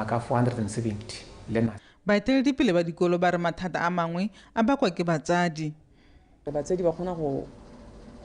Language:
Tswana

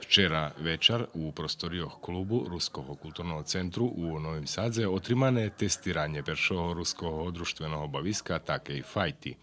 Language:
Rusyn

